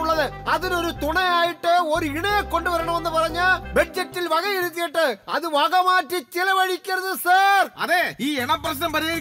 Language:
Malayalam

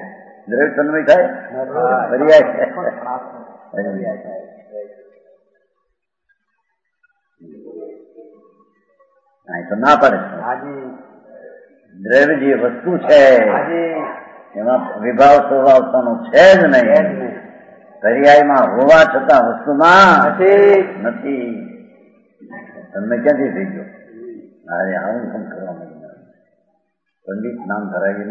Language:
Gujarati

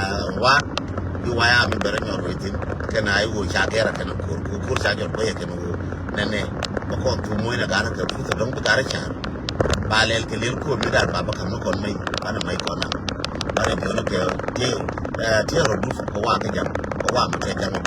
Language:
Nuer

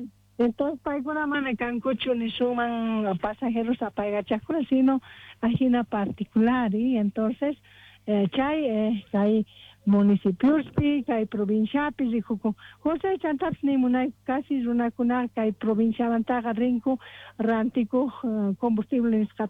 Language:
Quechua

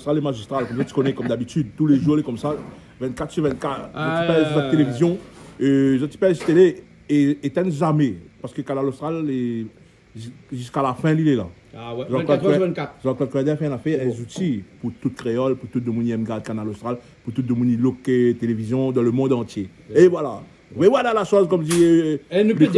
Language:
Réunion Creole French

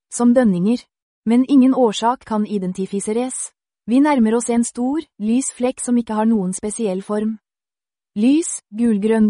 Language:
Norwegian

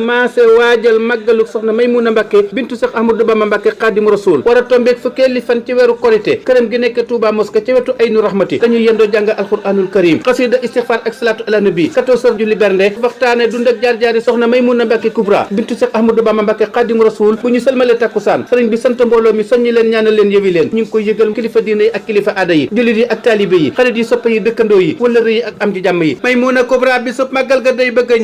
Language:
Wolof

